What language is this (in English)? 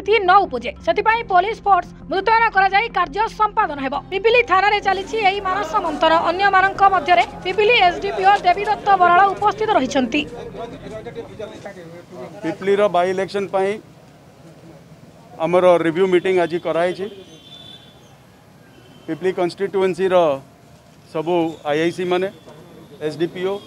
Odia